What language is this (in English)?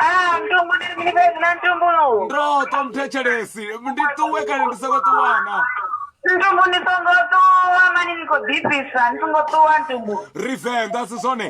Venda